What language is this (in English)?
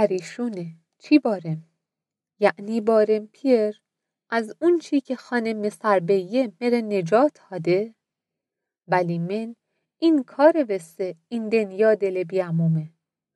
Mazanderani